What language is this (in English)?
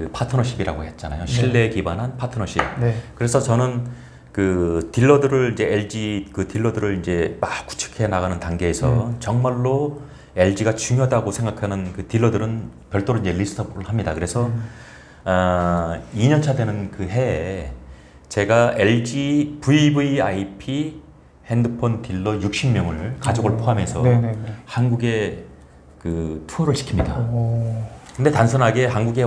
Korean